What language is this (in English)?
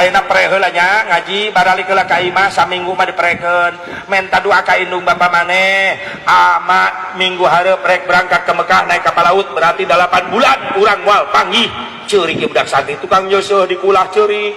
Sundanese